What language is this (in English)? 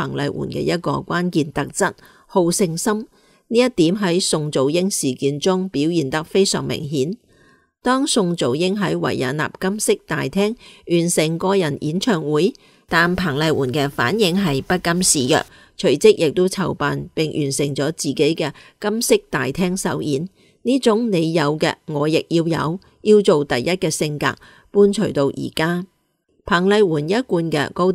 Cantonese